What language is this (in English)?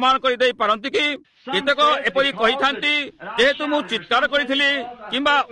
Odia